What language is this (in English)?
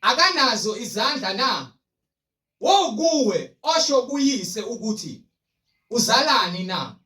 Zulu